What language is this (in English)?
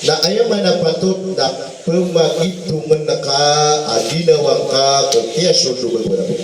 Maranao